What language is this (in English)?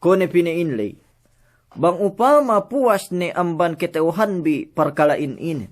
Yakan